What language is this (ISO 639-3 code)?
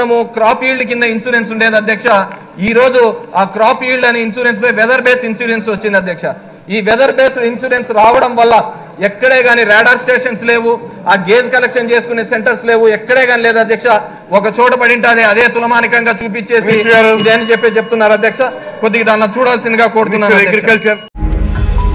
tel